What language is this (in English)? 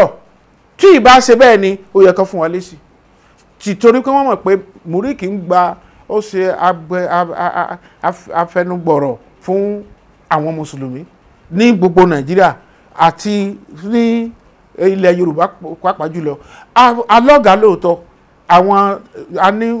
Yoruba